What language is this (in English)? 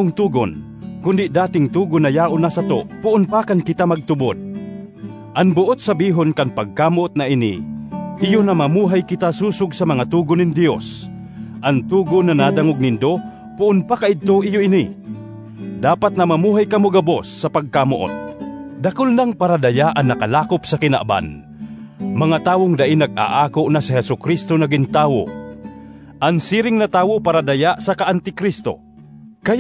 Bikol